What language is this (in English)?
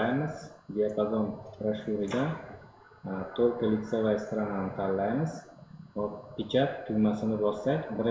Uzbek